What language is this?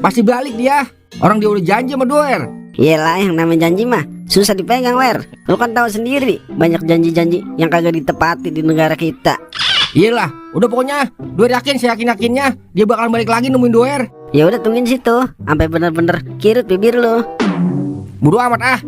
Betawi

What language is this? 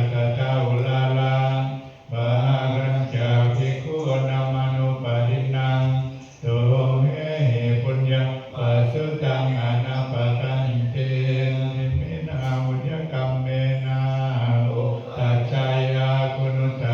Pali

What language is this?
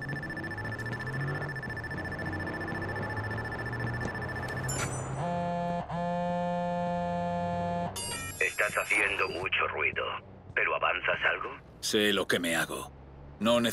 Spanish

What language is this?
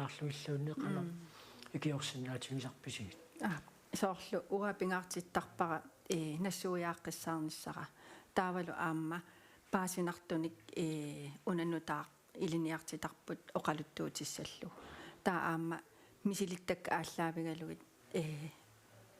Kalaallisut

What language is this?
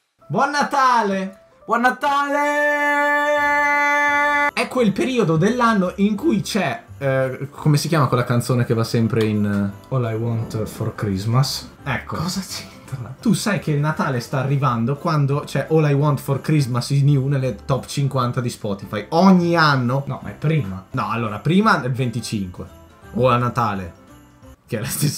Italian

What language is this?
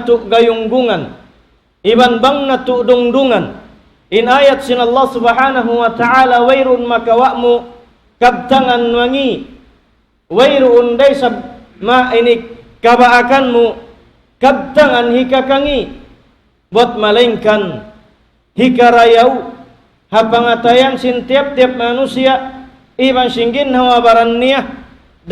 Tausug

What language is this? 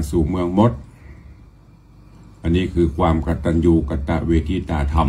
Thai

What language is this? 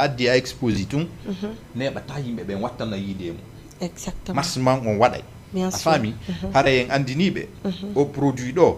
Fula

